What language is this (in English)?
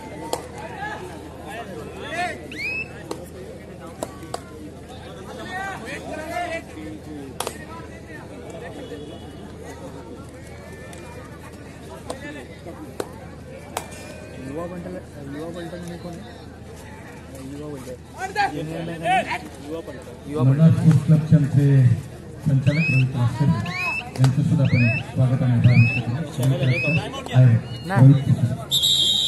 Marathi